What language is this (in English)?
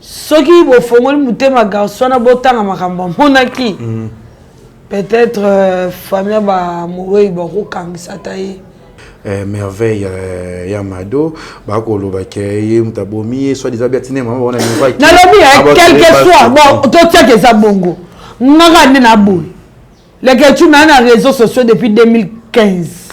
Lingala